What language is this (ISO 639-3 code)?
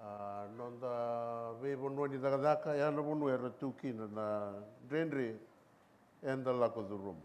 fij